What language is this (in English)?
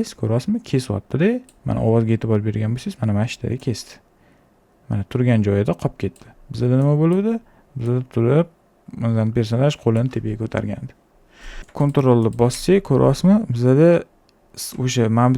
Uzbek